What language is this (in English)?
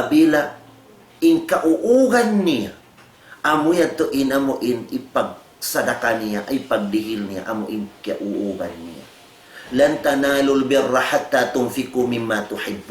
Tausug